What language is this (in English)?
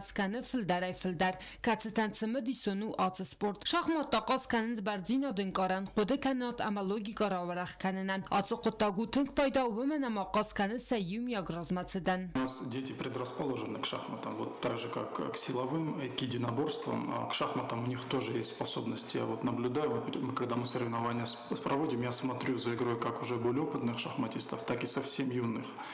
Ossetic